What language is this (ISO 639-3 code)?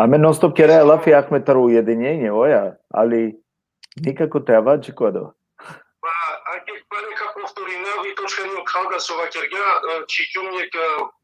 rmn